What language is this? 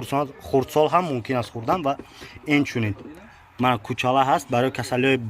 Tajik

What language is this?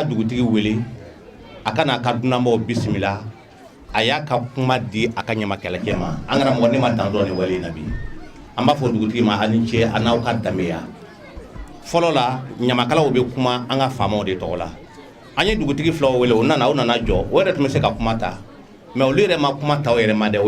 Bambara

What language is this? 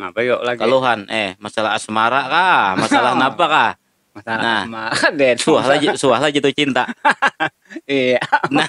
Banjar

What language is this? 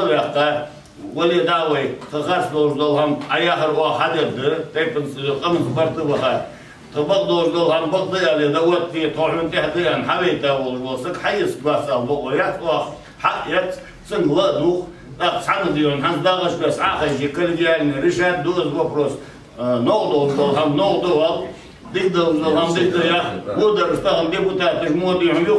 Ingush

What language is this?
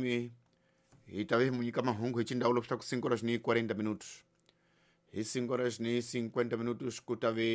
Tsonga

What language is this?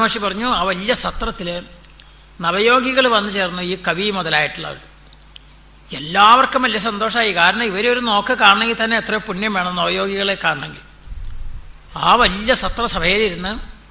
Malayalam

